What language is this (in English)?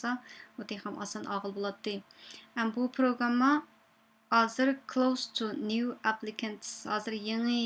Uyghur